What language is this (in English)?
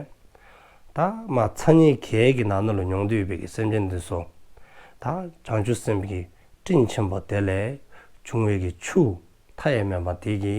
Dzongkha